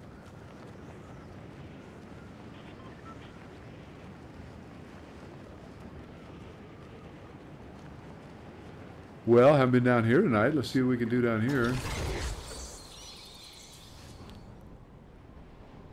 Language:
English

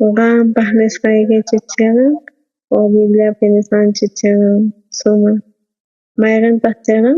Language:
South Bolivian Quechua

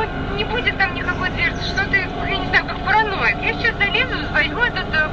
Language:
Russian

